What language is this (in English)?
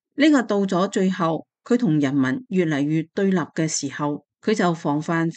Cantonese